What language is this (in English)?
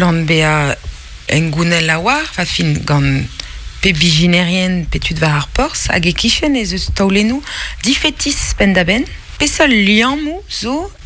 Breton